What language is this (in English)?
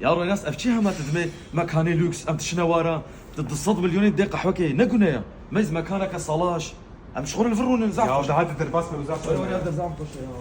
Kurdish